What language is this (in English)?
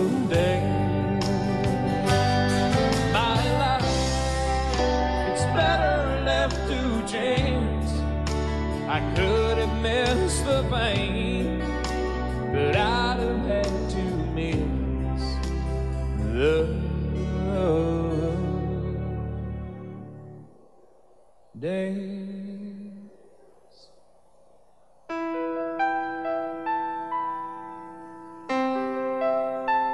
English